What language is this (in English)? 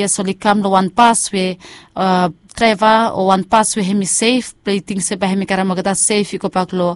Bislama